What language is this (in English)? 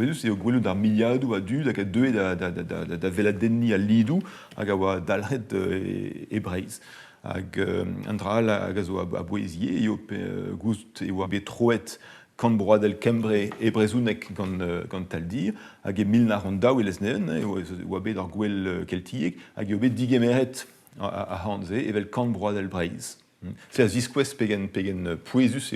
Breton